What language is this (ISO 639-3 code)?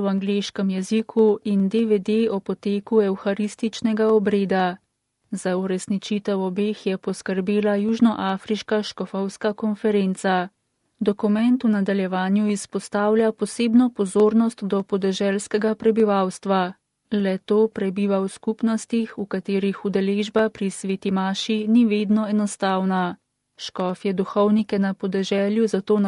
slv